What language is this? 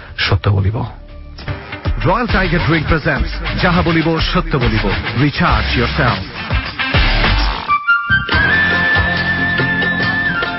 Bangla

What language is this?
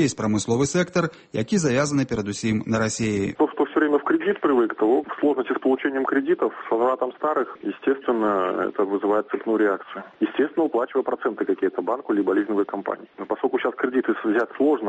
Belarusian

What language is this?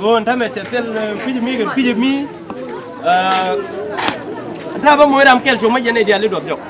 Nuer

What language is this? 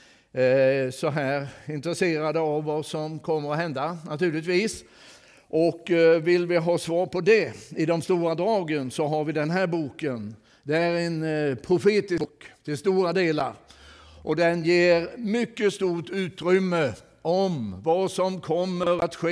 Swedish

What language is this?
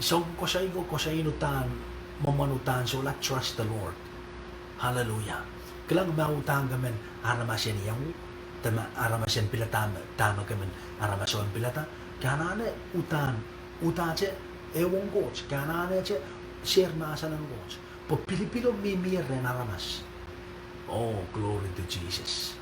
Pohnpeian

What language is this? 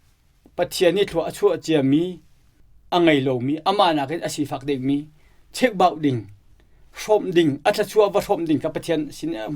Hakha Chin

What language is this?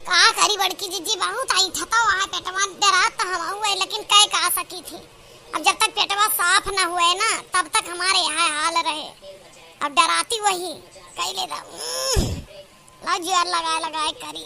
Awadhi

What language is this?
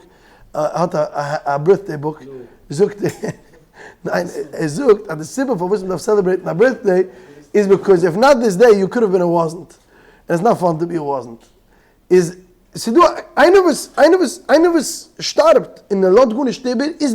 Yiddish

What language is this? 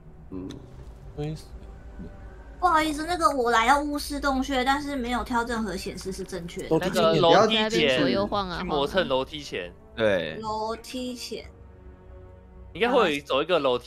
Chinese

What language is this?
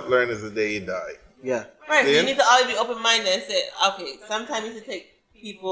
Jamaican Creole English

